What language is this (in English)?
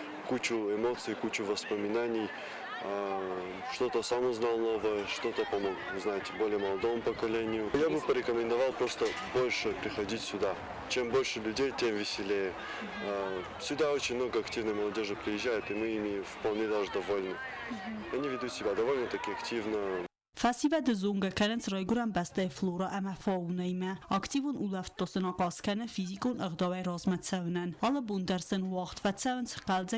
Ossetic